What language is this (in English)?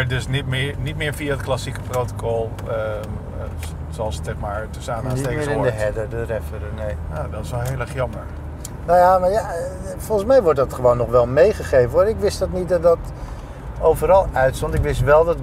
Dutch